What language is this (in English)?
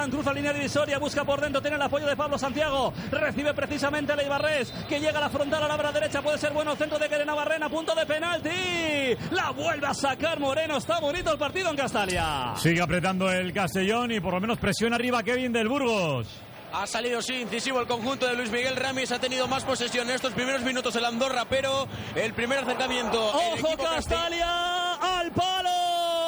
Spanish